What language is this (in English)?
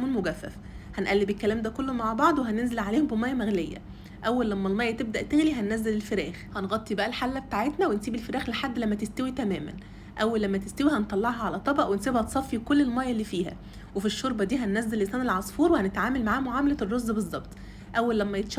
Egyptian Arabic